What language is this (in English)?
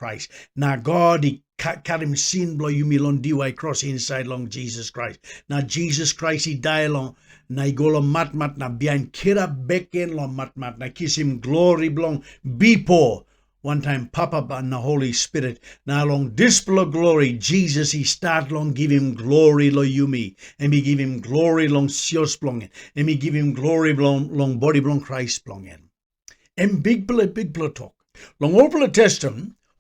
Tok Pisin